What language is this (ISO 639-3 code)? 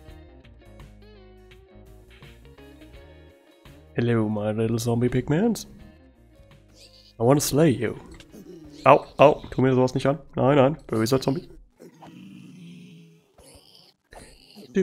deu